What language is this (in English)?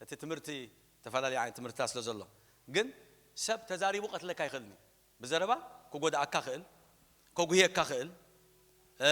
Tigrinya